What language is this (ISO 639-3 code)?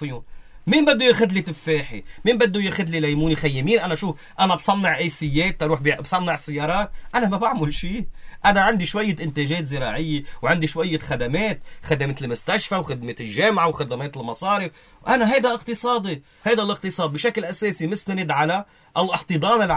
apc